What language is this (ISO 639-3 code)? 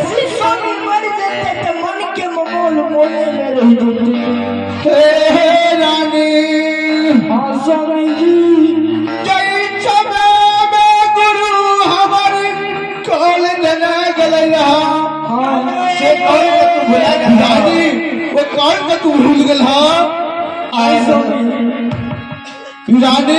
mai